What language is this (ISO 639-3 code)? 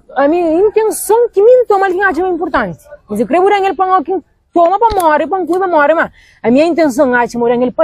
kea